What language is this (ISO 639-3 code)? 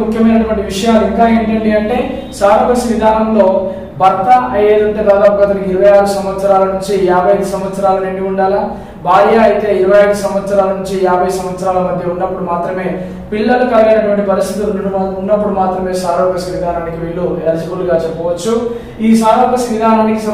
tel